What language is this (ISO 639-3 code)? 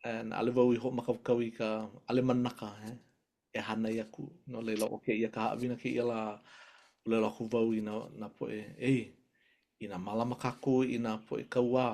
haw